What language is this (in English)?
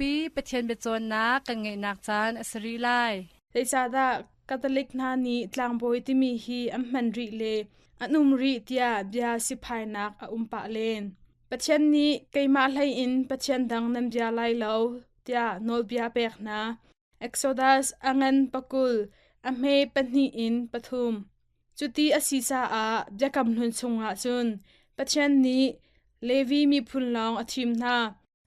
Hakha Chin